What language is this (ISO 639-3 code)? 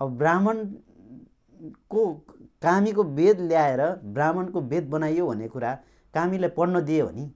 nep